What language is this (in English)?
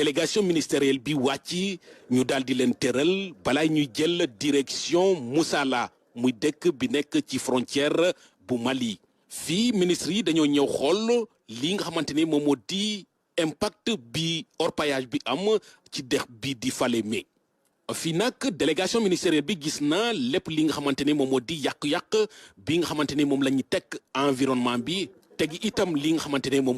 Wolof